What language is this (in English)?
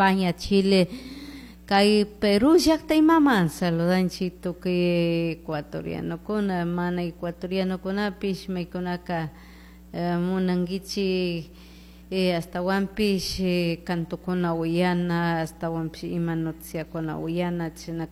Chimborazo Highland Quichua